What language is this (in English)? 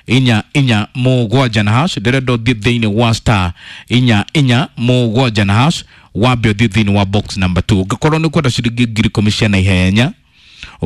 Kikuyu